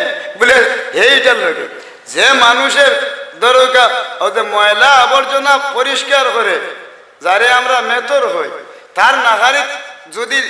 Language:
Sylheti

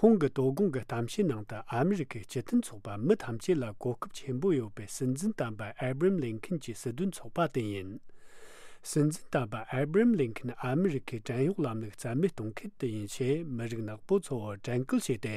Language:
Tibetan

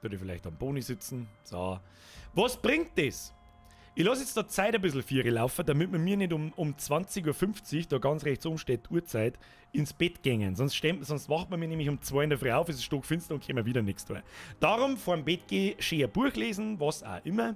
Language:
Bavarian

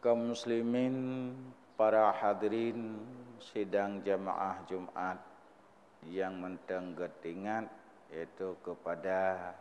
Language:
Achinese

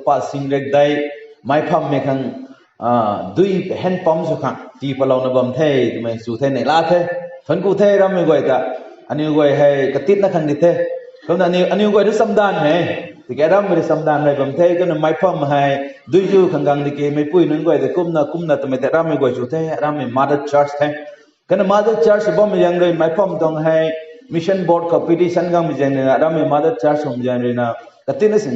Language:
Rongmei Naga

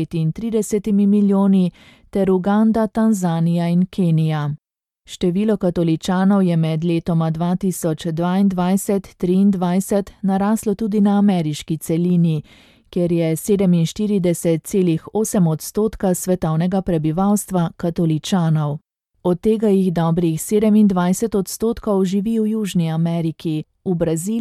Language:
Slovenian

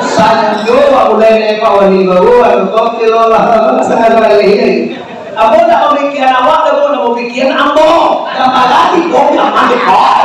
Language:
Minangkabau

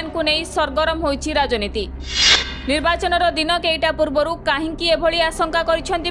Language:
Odia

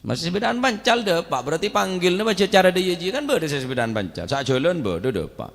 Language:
Madurese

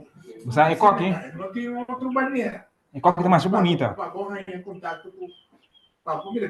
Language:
Papiamento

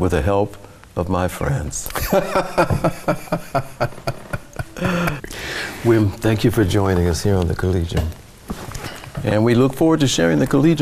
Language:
English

